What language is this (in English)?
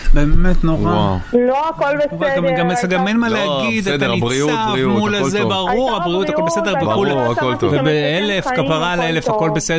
Hebrew